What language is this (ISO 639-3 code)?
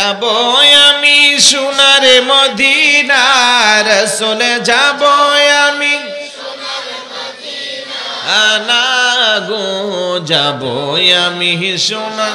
ben